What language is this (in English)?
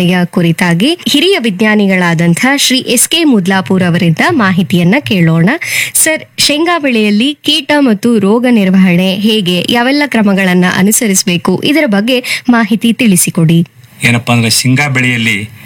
Kannada